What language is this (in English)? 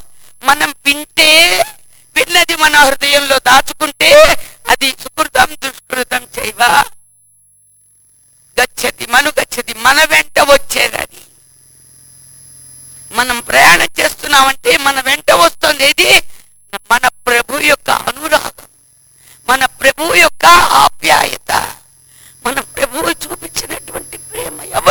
Telugu